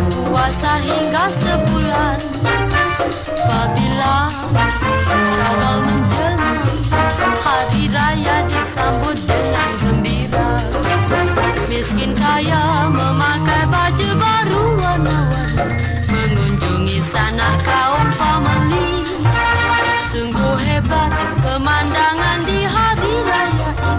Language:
Malay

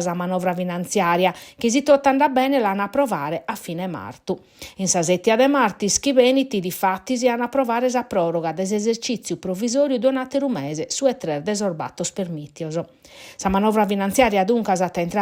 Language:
Sardinian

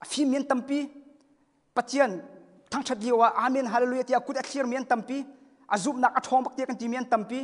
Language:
Hakha Chin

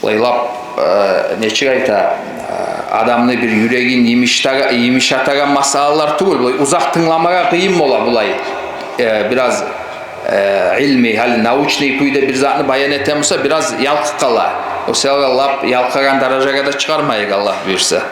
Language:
Kumyk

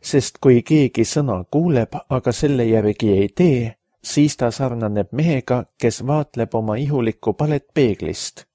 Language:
Estonian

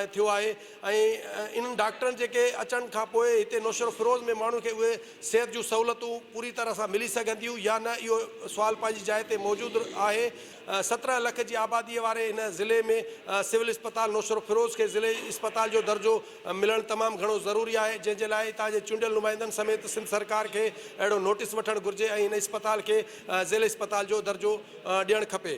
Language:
Sindhi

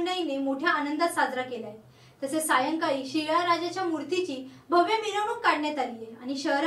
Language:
Marathi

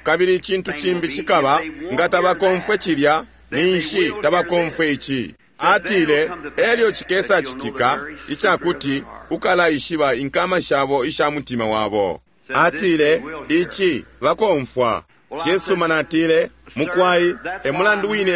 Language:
Bemba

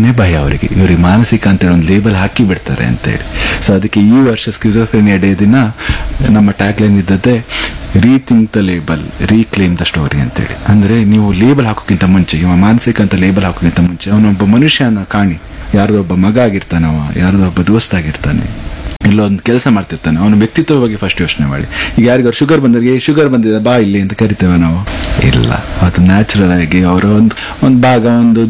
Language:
Kannada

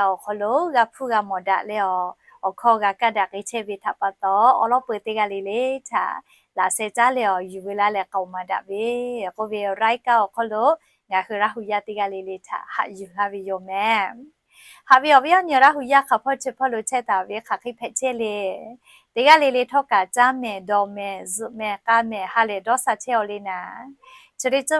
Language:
Lahu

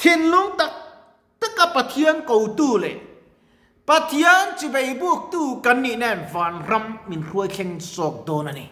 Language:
Mizo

